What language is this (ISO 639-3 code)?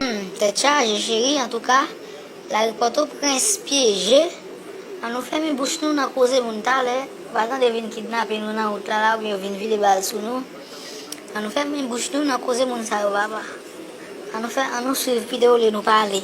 hat